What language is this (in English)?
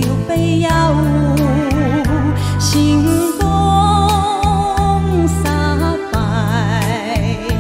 Chinese